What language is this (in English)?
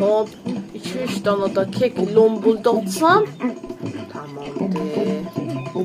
South Azerbaijani